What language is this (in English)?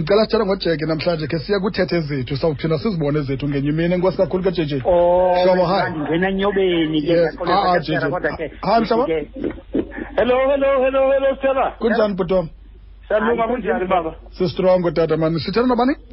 Xhosa